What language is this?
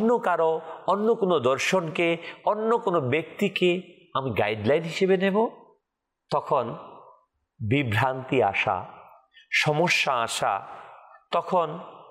Bangla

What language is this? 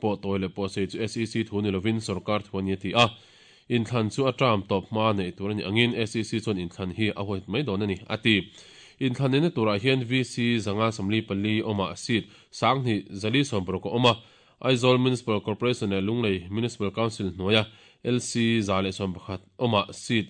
Mizo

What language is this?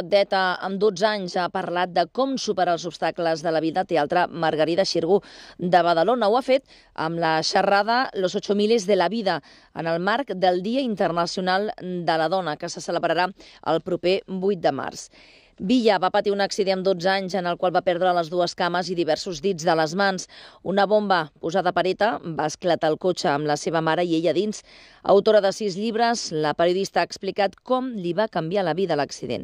Catalan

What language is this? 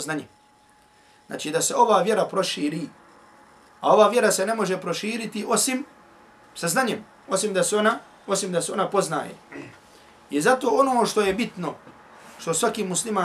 Bosnian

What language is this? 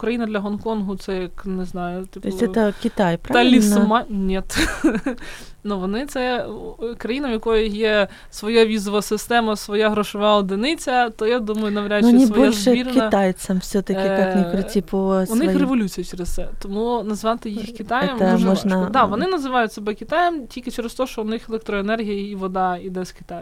Ukrainian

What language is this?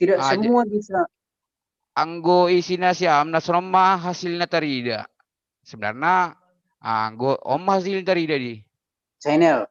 Batak Simalungun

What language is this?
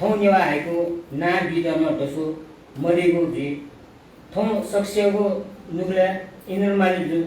Newari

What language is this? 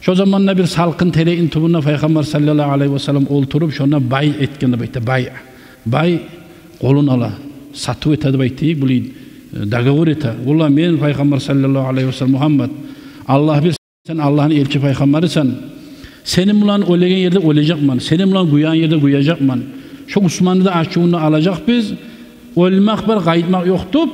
Kumyk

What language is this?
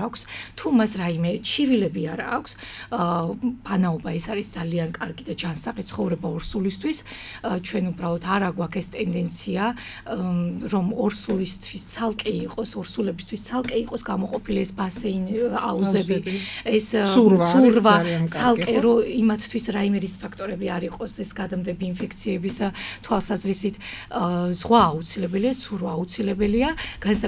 Georgian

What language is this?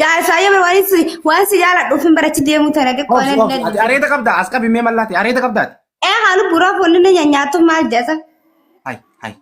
Oromo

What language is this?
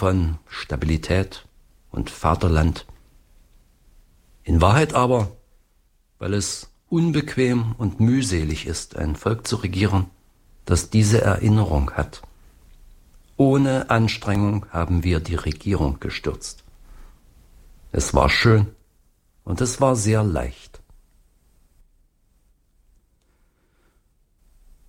German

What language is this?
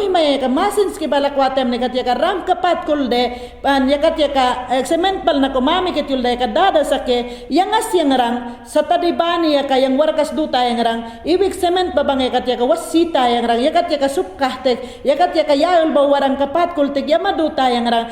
Mayangna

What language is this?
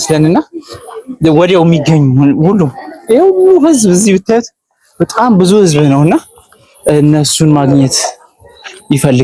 Amharic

